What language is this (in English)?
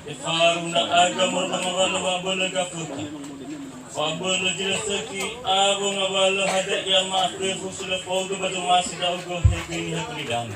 Nias